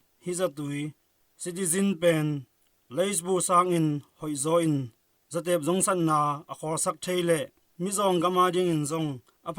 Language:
Tedim Chin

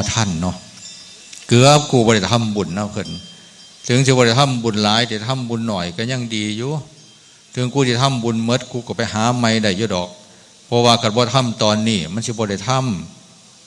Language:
Northeastern Thai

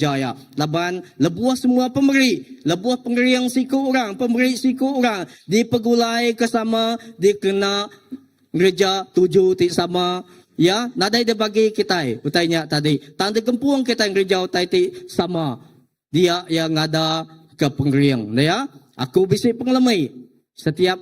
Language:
Iban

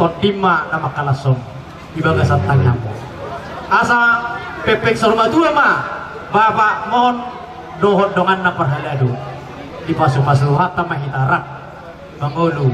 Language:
Batak Toba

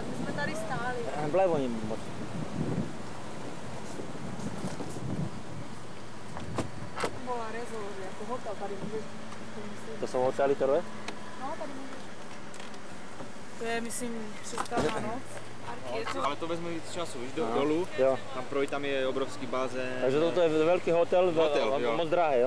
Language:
Czech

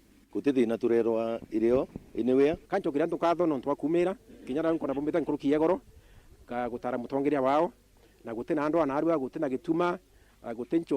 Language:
Meru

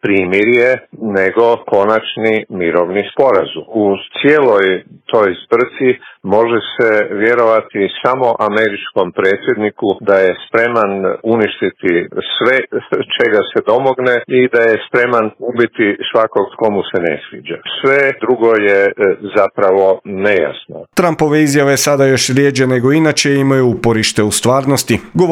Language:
Croatian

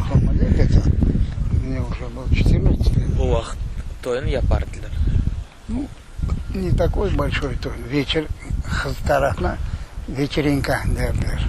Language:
Crimean Tatar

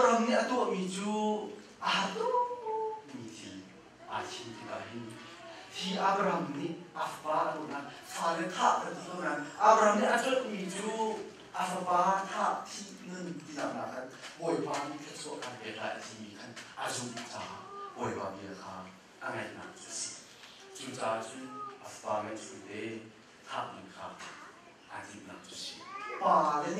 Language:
Hakha Chin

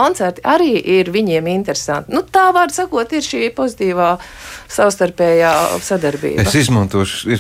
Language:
Latvian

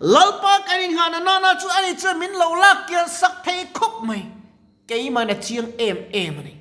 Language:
Mizo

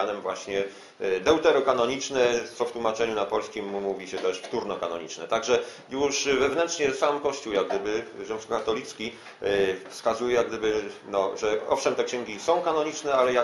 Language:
Polish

